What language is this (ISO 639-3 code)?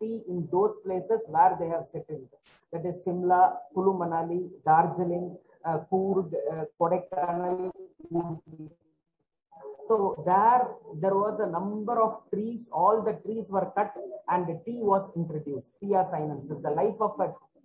eng